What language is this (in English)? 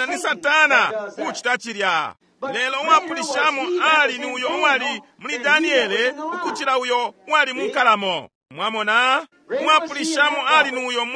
Bemba